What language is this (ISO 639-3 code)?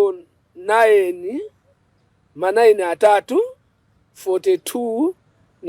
nya